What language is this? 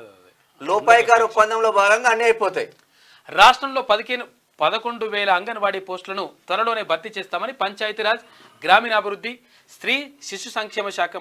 Telugu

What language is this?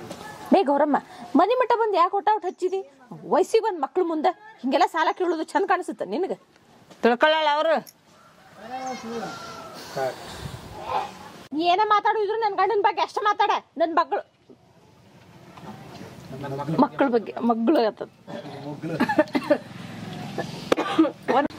Kannada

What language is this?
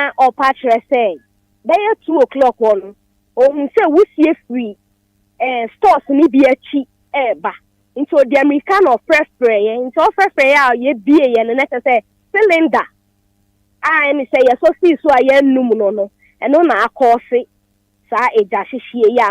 Akan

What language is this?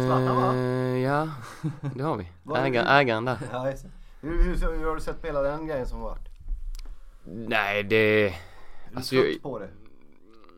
Swedish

